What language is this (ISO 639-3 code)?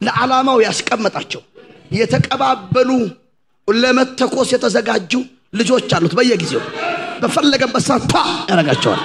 amh